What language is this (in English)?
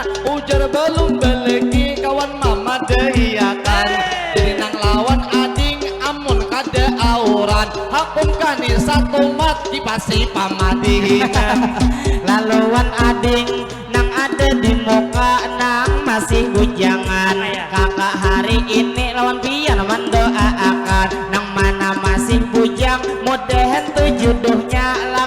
Banjar